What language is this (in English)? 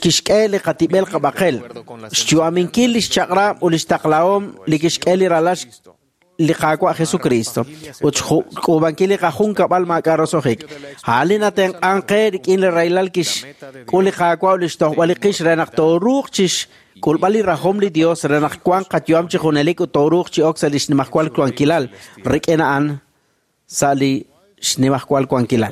Kekchí